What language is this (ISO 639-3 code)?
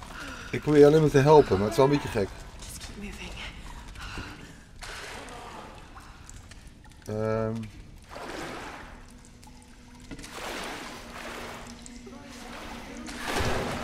nld